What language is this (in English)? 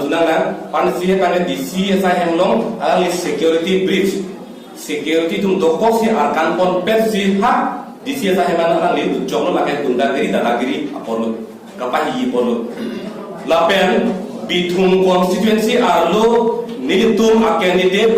Karbi